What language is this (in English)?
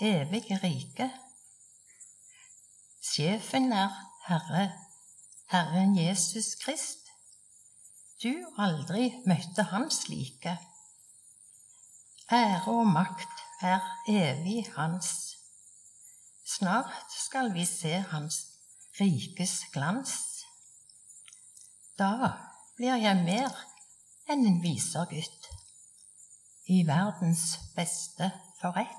Norwegian